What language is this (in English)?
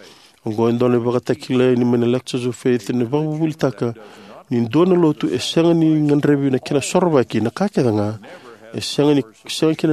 Fijian